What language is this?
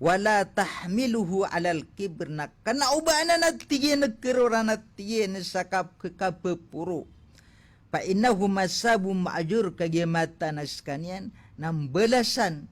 Maranao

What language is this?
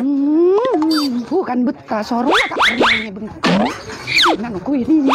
Madurese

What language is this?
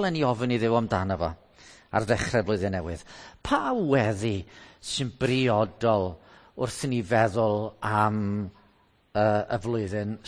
Welsh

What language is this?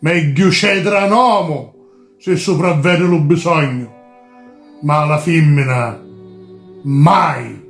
Sicilian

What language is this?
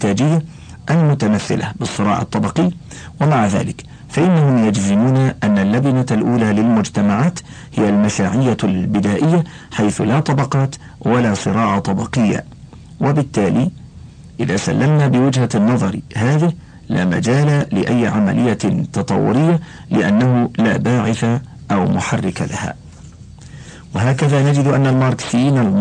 Arabic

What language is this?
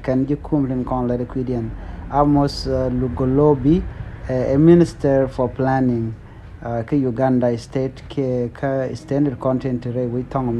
Nuer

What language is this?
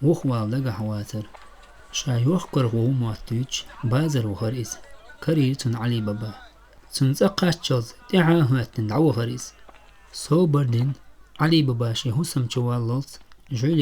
Chechen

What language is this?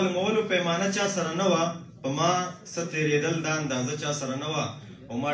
Pashto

